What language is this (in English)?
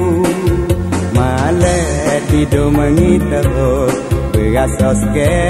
Malay